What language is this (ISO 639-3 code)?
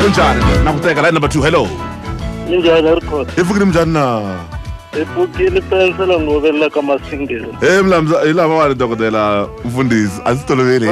tso